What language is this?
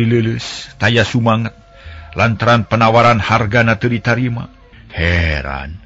Sundanese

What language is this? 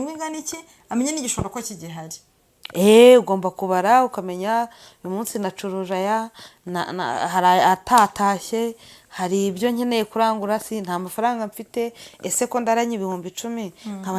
Kinyarwanda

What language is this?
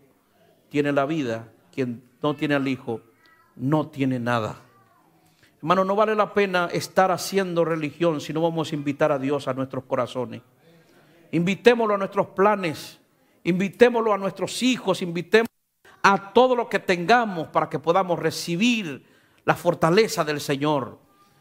Spanish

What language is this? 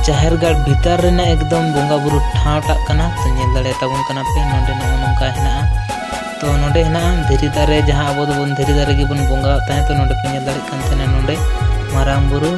Santali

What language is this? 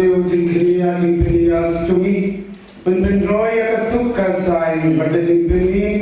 Khasi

